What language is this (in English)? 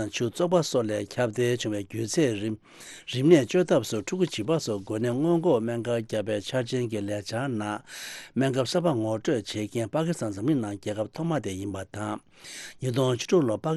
Tibetan